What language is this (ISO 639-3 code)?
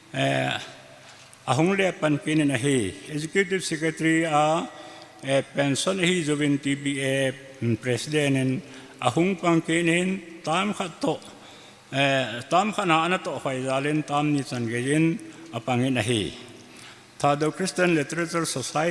tcz